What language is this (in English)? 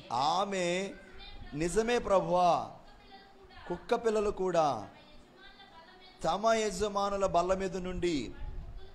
Telugu